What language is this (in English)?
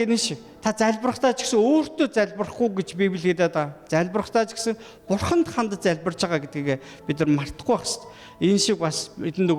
Mongolian